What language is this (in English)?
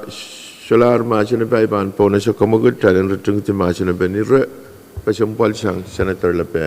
Pohnpeian